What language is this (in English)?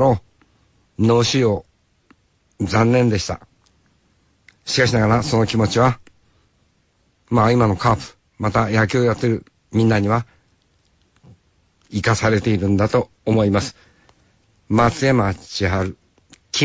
Japanese